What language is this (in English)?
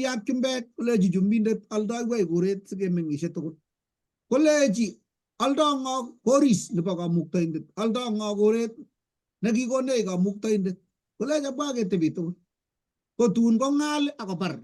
Kalenjin